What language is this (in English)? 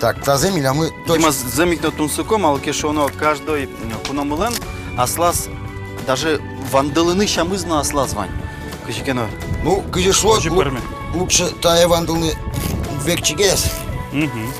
Udmurt